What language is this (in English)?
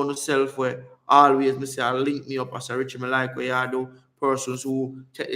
Jamaican Creole English